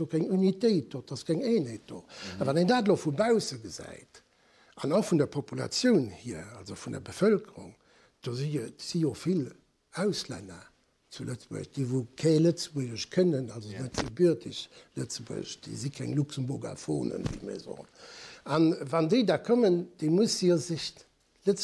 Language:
Luxembourgish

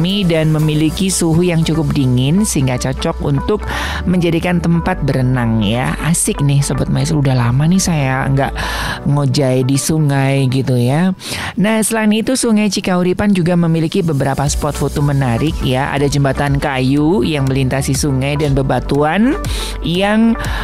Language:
Indonesian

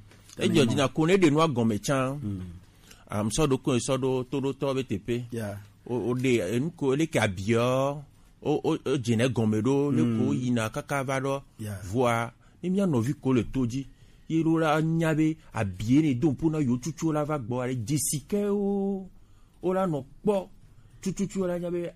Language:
Gen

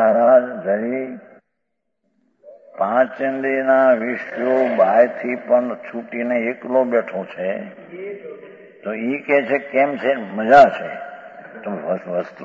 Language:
Gujarati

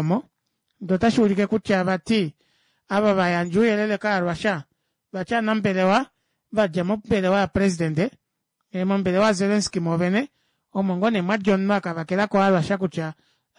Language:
Kuanyama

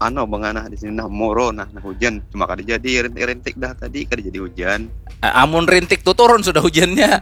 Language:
Banjar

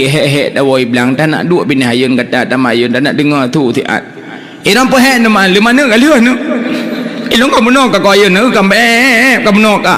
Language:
Achinese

